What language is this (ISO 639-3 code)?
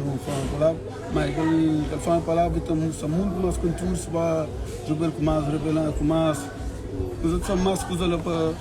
kea